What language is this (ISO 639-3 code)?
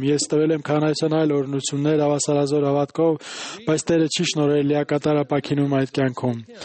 hye